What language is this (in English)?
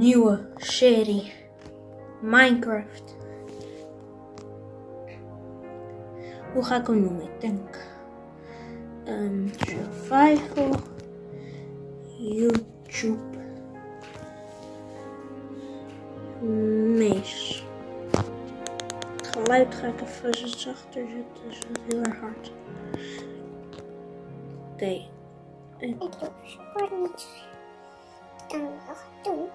Dutch